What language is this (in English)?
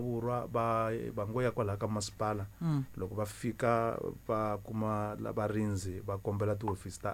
Tsonga